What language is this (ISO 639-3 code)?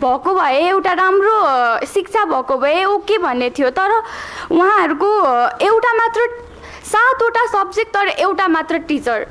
nep